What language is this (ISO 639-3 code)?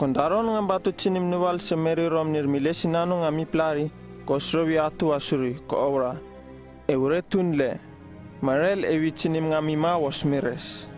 upv